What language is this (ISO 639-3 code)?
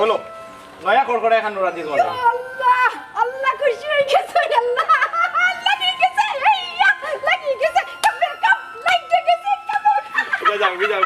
syl